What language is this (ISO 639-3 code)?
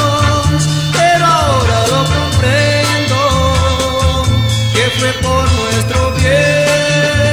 spa